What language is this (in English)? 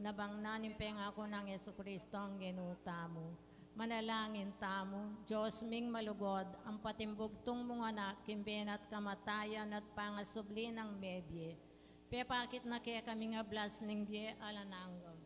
Pampanga